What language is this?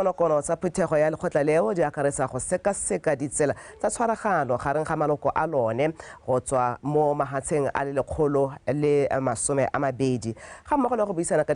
Tswana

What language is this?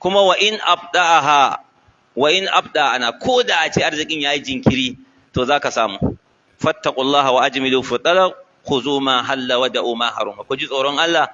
Hausa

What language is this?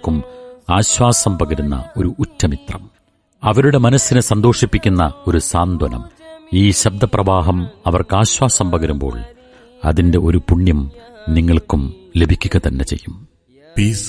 Malayalam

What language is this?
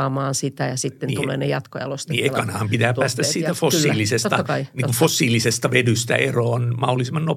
Finnish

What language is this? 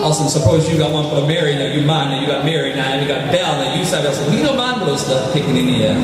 Tok Pisin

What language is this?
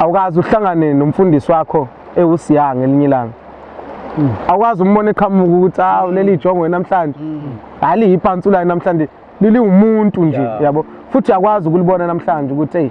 Zulu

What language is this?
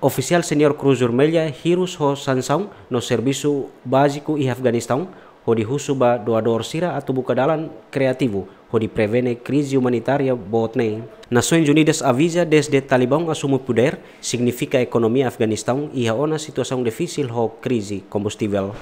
Tetum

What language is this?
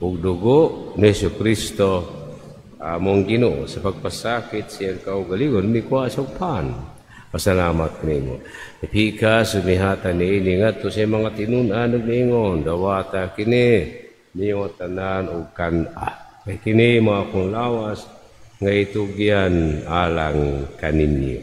Cebuano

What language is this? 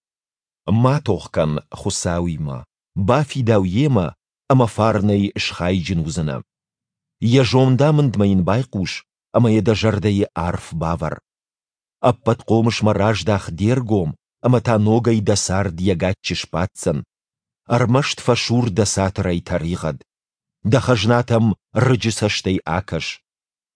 Ossetic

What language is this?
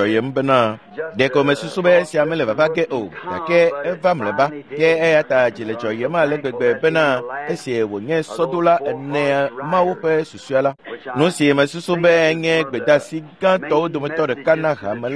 Ewe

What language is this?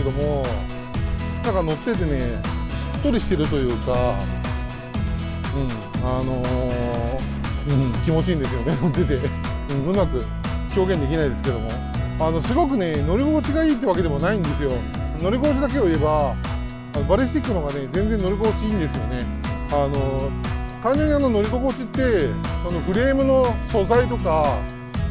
Japanese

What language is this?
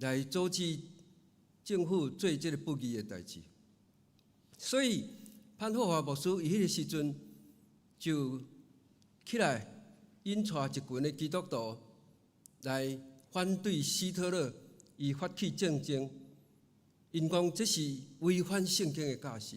Min Nan Chinese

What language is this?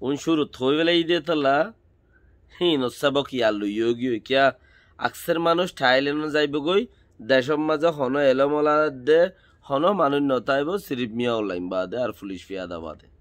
Rohingya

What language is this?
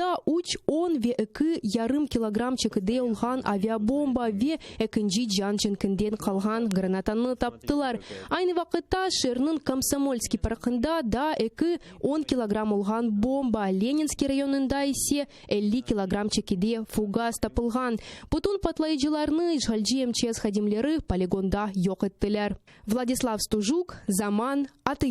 Crimean Tatar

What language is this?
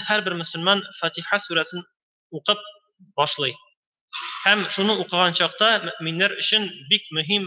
Tatar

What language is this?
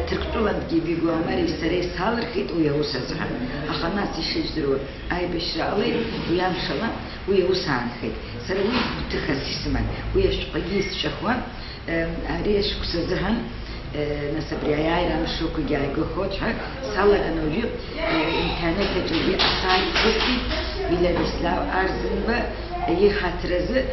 Abkhazian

